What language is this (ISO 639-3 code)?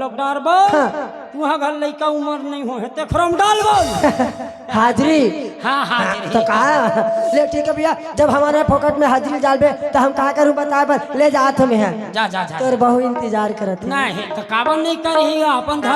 hne